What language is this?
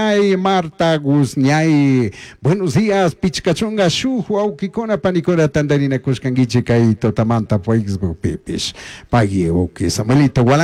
Chimborazo Highland Quichua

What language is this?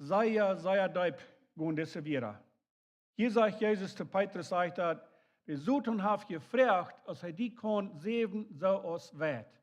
Plautdietsch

